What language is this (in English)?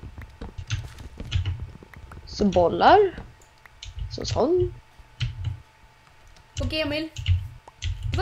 Swedish